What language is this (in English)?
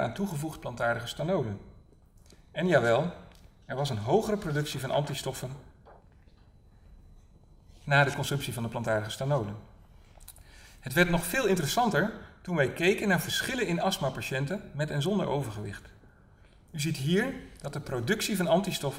Dutch